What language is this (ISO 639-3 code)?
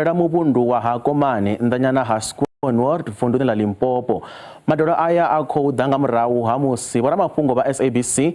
ven